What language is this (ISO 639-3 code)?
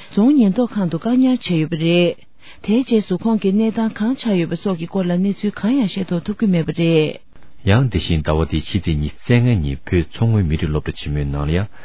bod